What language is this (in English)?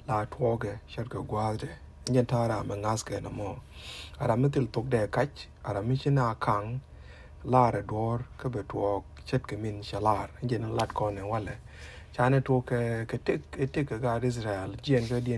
Nuer